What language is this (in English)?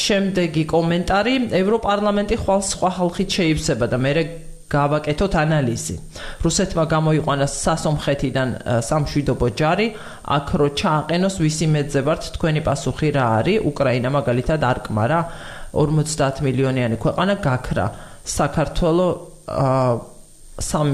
Georgian